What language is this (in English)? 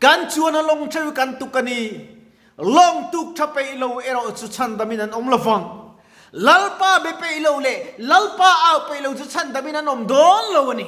Mizo